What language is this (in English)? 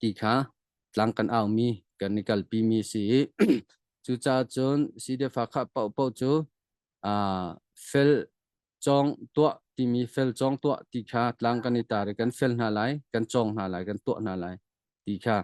Hakha Chin